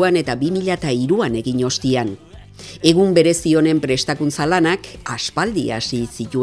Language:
Basque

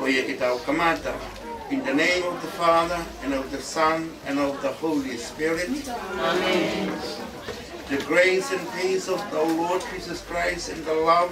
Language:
Tongan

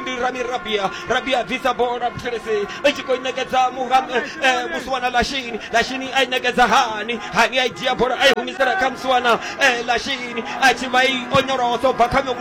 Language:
Venda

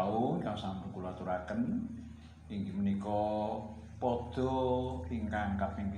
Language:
Javanese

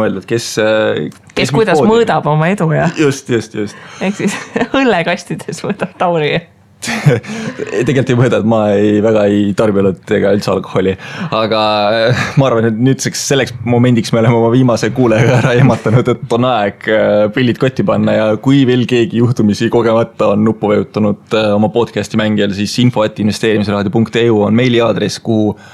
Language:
Estonian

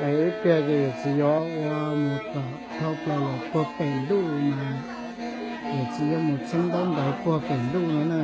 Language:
Hmong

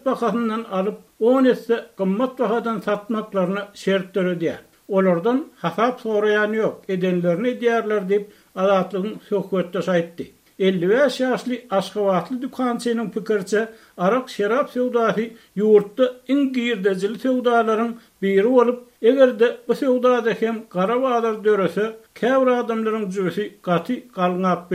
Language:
Turkmen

